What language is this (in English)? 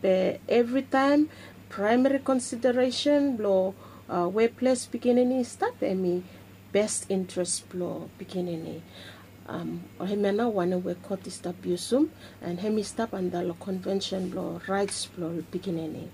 Bislama